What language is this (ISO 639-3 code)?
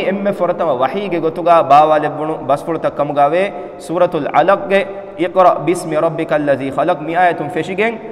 div